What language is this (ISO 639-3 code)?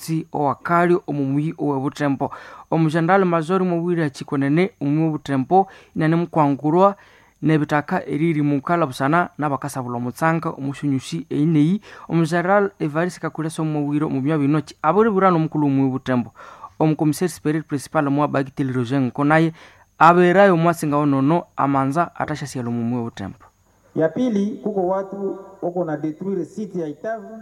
nnb